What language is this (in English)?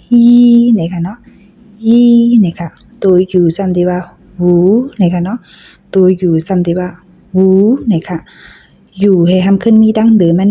Shan